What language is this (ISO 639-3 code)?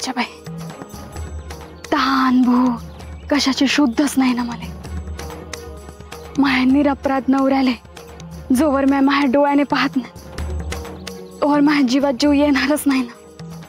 mar